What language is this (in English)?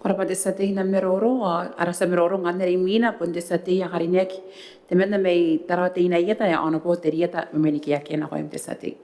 Gilbertese